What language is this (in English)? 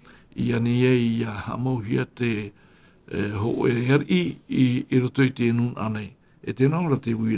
Tahitian